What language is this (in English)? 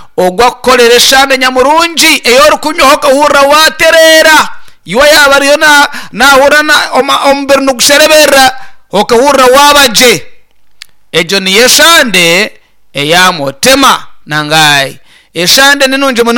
Nyankole